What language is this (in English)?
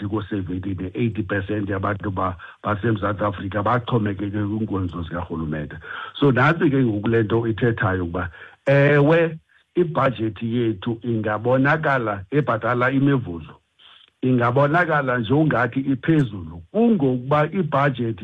Xhosa